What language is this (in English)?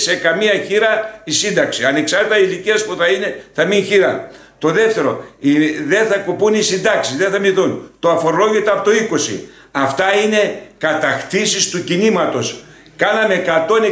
Greek